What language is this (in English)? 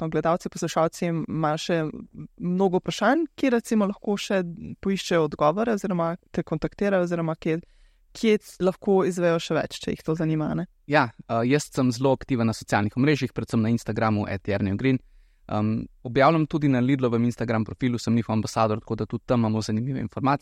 Slovenian